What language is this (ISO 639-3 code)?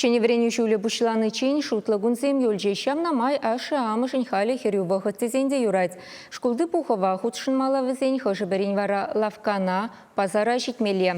chv